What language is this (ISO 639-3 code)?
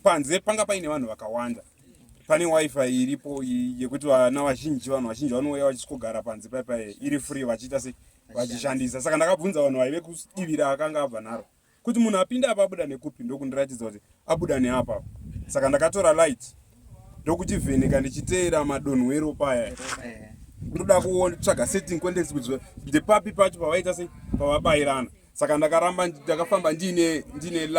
sna